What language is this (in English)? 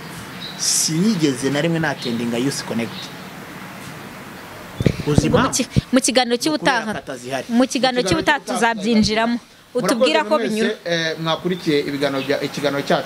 Kinyarwanda